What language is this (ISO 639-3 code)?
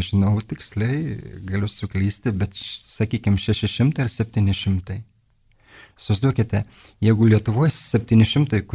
lit